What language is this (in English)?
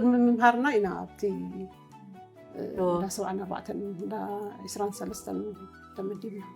Tigrinya